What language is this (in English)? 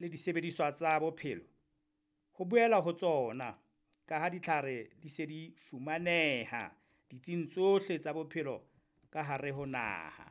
Southern Sotho